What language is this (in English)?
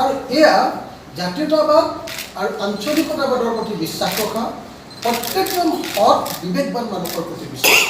Assamese